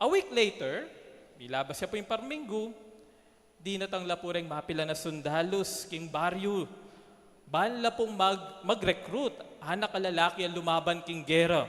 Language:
Pampanga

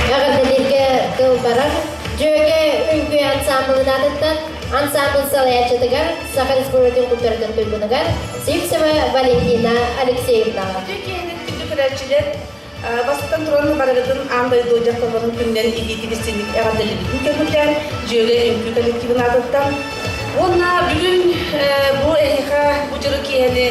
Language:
Yakut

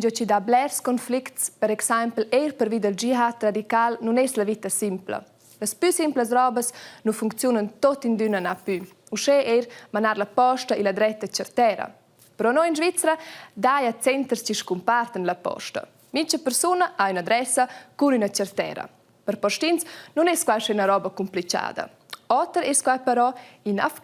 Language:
Romansh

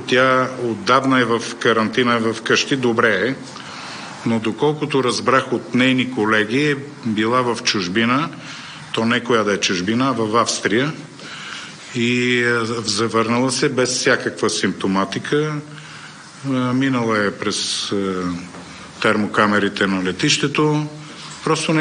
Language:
Bulgarian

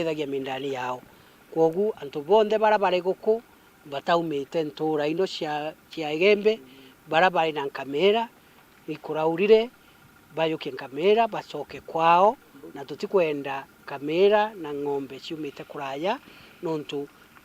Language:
Meru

